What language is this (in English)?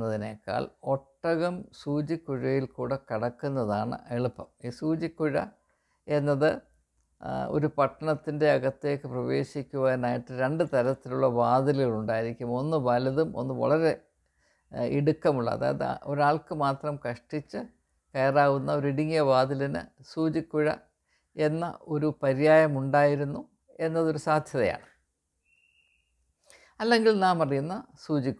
Malayalam